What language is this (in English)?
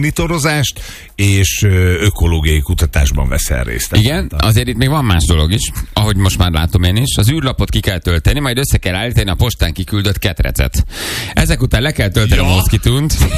Hungarian